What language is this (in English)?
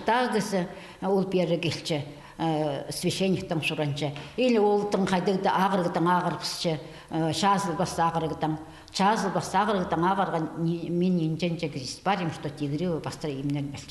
Khakas